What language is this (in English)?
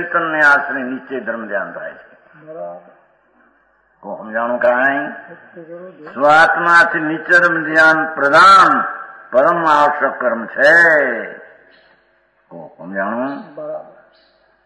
Gujarati